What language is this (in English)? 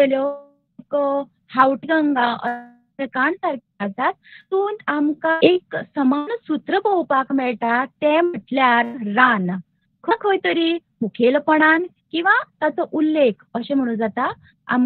Konkani